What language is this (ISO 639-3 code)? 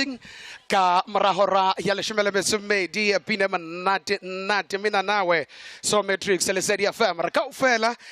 sot